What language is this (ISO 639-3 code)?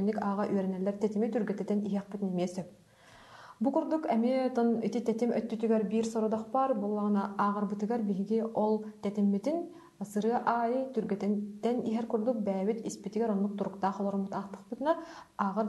sah